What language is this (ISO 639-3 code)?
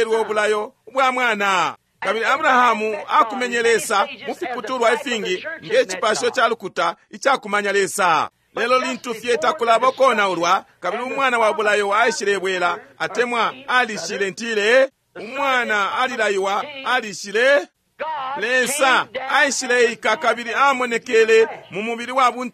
bem